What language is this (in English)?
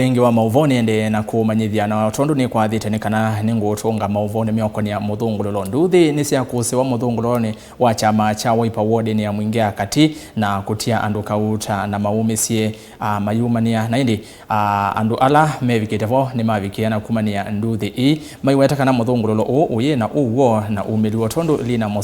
Kamba